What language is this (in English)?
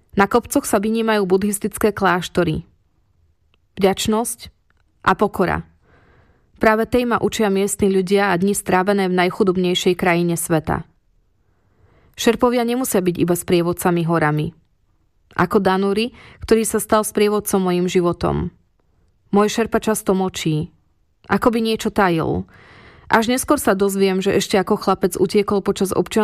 Slovak